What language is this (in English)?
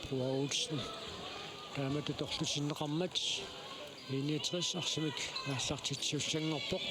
Kalaallisut